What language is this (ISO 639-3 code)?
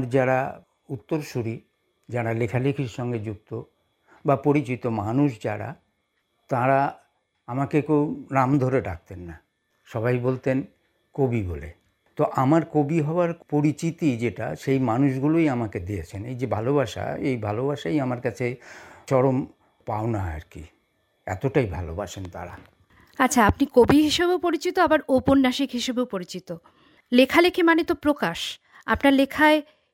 ben